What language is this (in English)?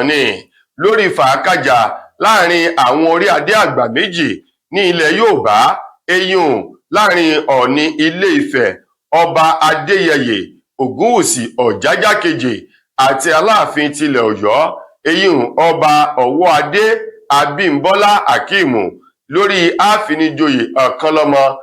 Yoruba